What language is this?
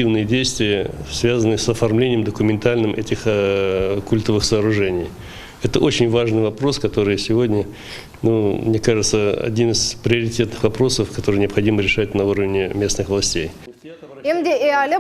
Crimean Tatar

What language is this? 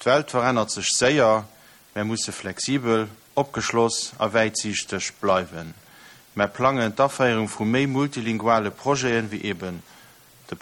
Luxembourgish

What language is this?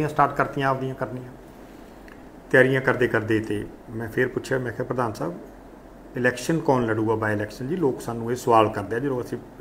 Punjabi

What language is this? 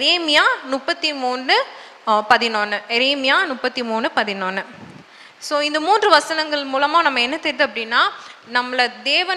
Tamil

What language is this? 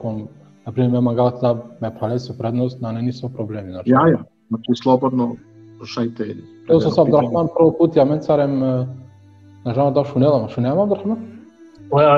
Balkan Romani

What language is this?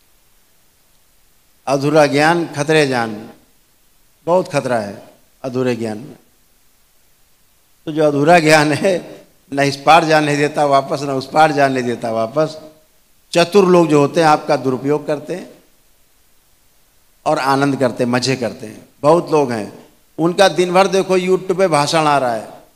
Hindi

